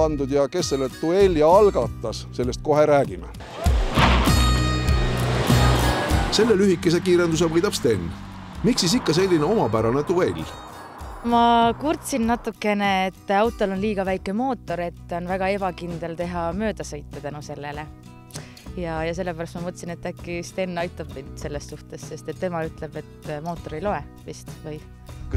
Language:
Estonian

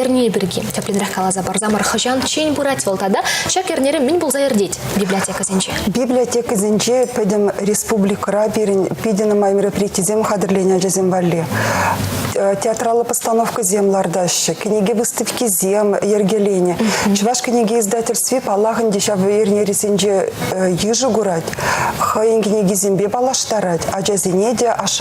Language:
Chuvash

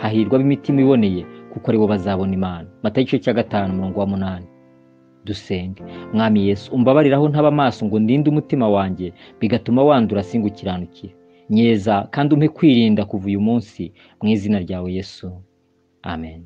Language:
Kinyarwanda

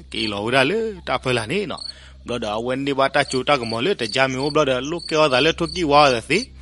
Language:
S'gaw Karen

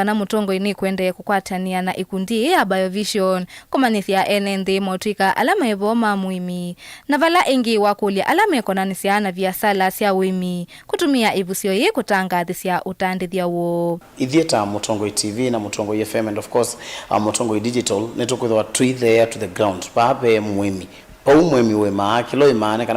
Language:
Kamba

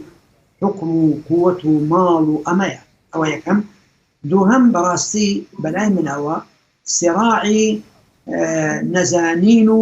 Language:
Central Kurdish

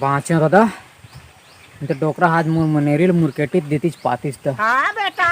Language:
Chhattisgarhi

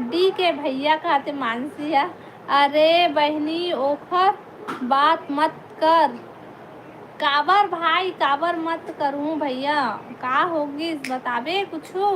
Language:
Chhattisgarhi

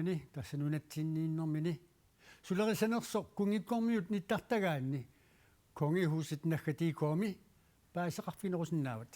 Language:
Kalaallisut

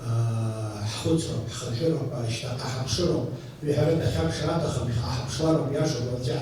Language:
Abkhazian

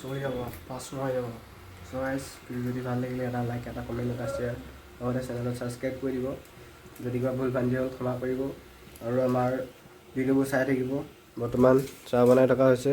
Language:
Assamese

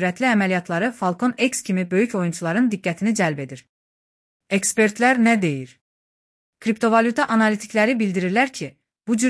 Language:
Azerbaijani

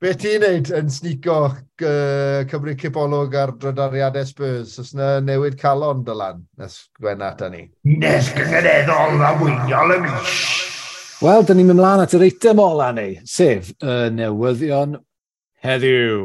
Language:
Welsh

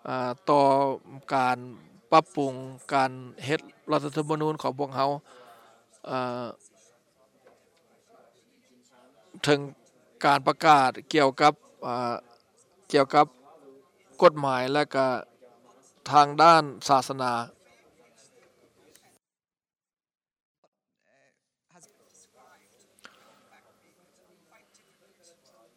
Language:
Thai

